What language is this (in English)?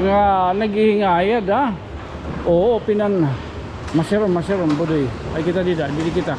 Waray